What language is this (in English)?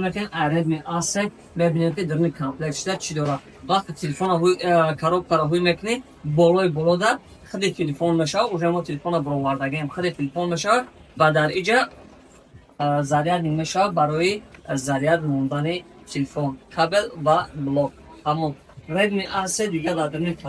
Tajik